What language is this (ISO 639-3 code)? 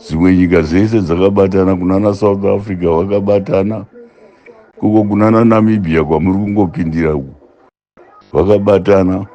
sna